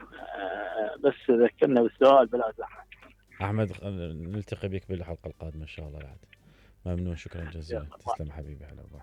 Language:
Mesopotamian Arabic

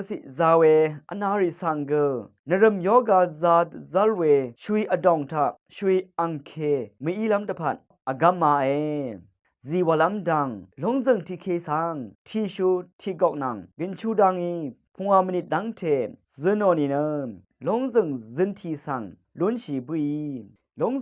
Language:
Rawang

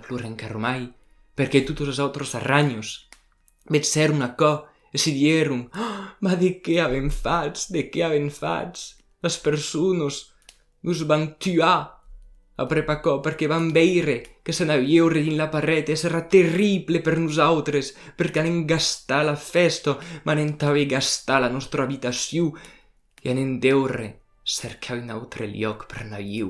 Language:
Occitan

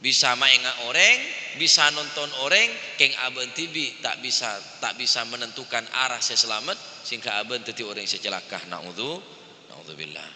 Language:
Madurese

